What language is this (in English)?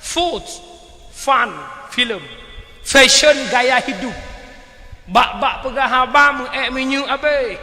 Achinese